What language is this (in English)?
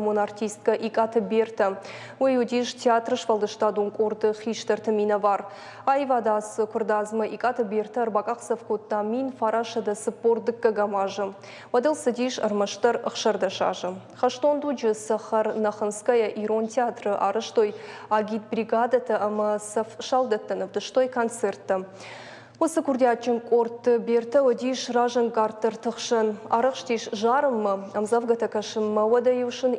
Ossetic